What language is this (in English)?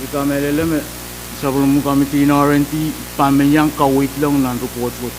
Pohnpeian